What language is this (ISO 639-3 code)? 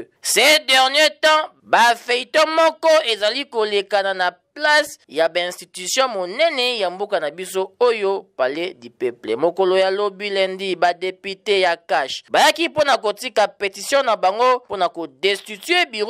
lin